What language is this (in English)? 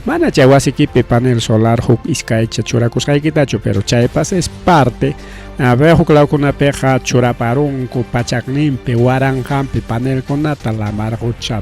Ayacucho Quechua